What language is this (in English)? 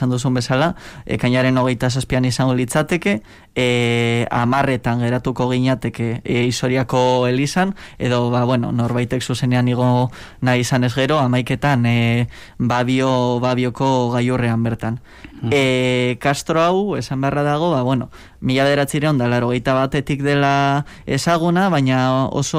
Basque